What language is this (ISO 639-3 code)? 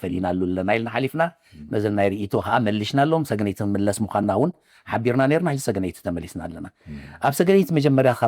tir